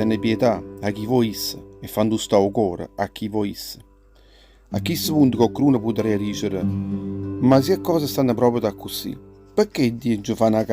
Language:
Neapolitan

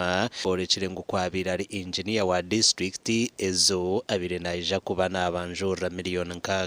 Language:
Nyankole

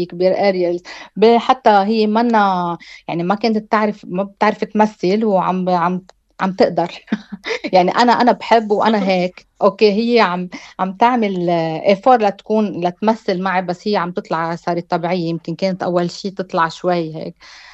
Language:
North Levantine Arabic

